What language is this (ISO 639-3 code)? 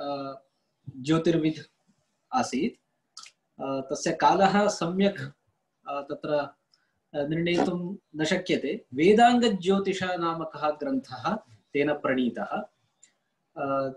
san